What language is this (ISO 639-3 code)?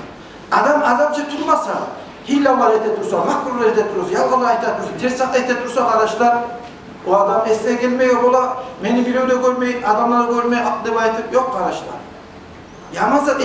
kum